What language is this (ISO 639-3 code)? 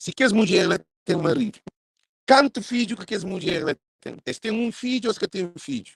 kea